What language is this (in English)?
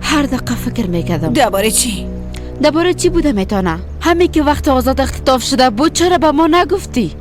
Persian